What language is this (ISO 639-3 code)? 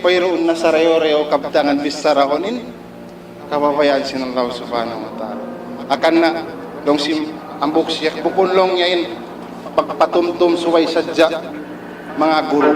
tsg